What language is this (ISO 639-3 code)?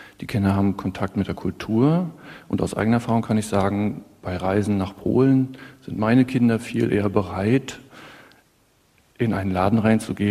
deu